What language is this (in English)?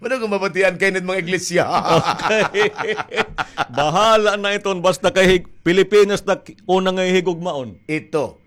Waray